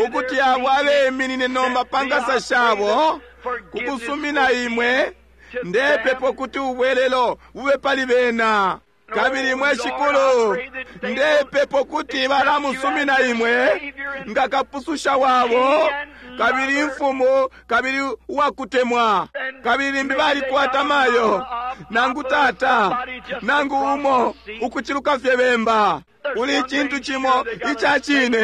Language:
Bemba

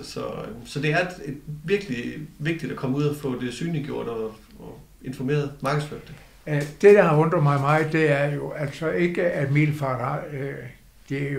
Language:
Danish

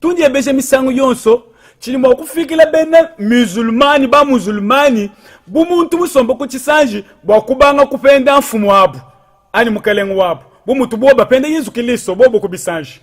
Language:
Luba-Lulua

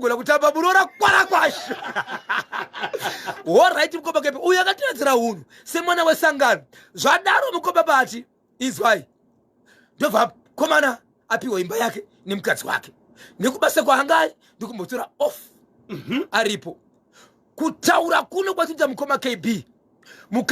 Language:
Shona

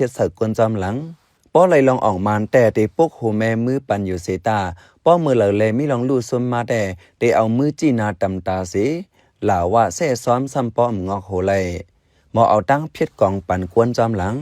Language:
Shan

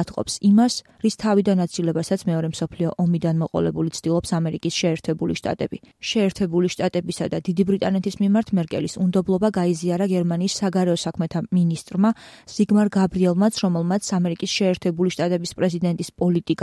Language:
Georgian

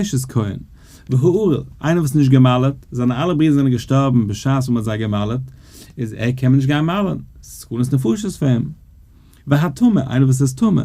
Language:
Yiddish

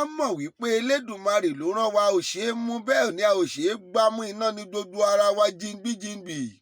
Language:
Yoruba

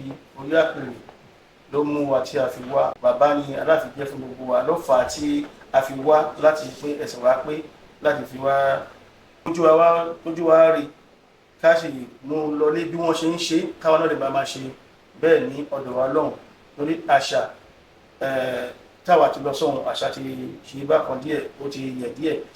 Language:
Yoruba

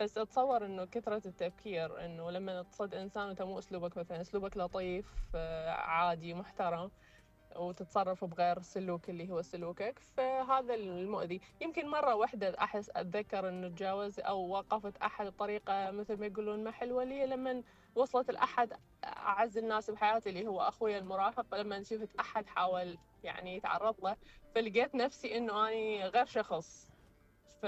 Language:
Mesopotamian Arabic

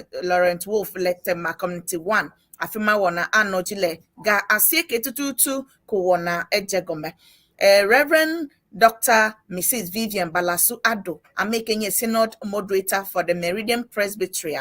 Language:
Ewe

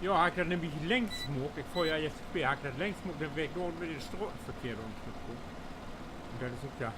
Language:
Low German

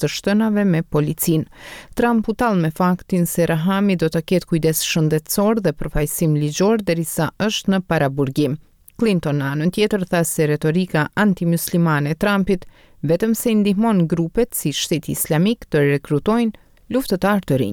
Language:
Albanian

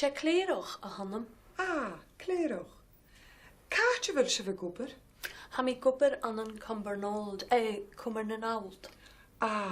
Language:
Scottish Gaelic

